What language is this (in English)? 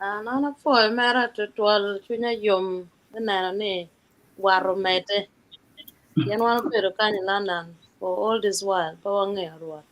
Acoli